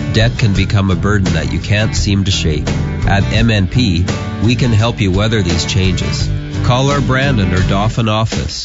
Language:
English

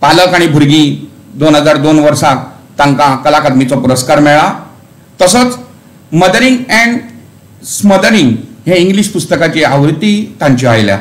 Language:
Konkani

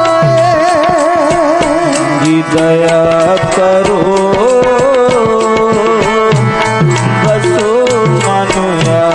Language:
Punjabi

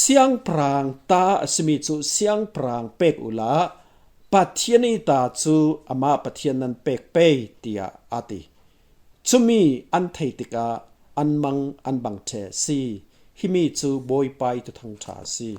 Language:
Falam Chin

